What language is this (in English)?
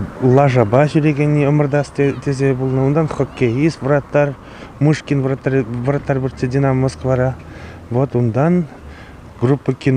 Chuvash